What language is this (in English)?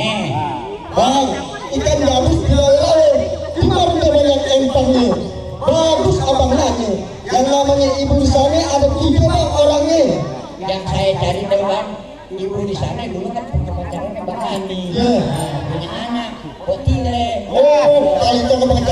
Betawi